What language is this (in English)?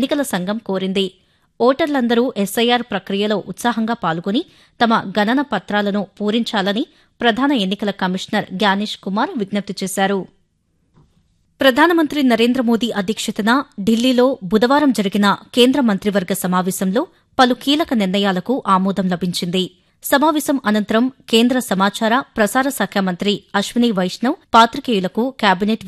Telugu